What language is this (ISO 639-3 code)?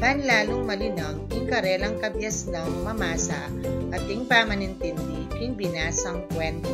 pam